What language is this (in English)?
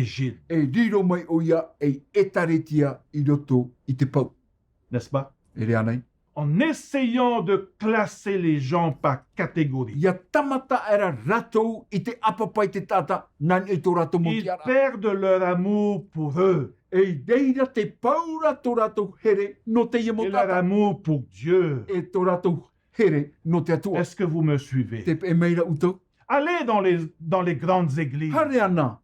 Tahitian